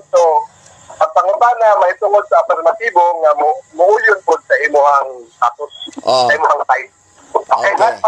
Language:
Cebuano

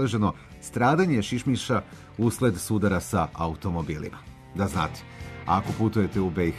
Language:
Serbian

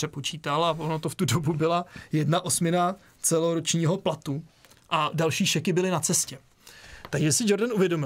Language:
Czech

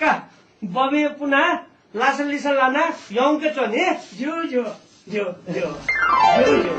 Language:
Newari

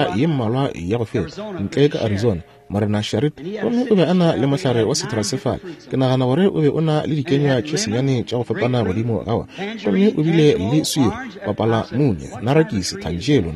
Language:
Northern Sotho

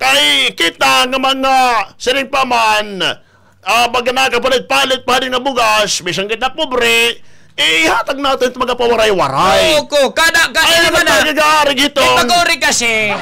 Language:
Waray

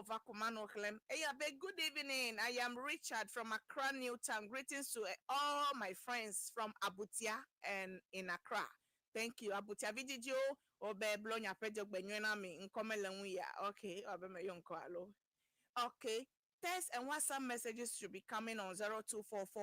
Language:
Ewe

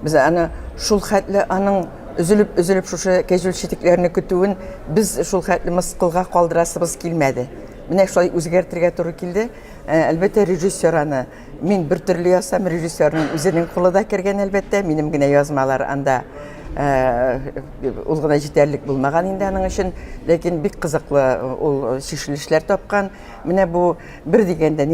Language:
Tatar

